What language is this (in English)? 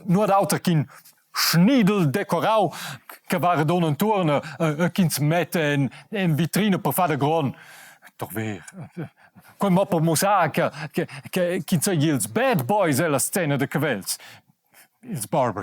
Romansh